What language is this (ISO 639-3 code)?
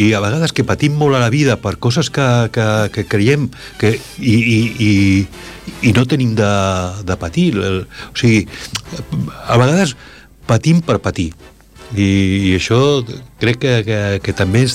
cat